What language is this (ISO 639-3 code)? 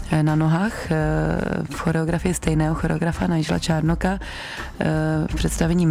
ces